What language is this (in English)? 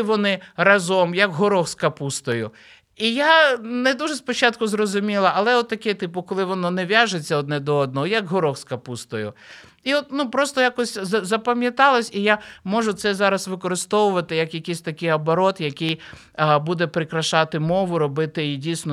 Ukrainian